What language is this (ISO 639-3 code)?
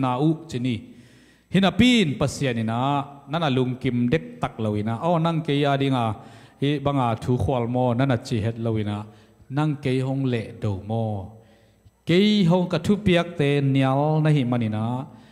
ctd